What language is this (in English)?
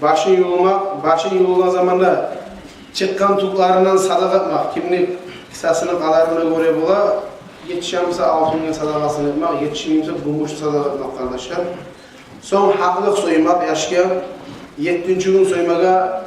Kumyk